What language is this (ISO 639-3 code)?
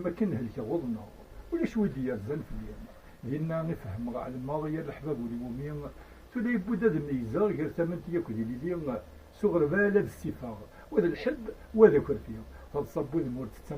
kab